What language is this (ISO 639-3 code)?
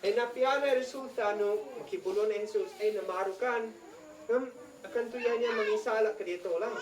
isd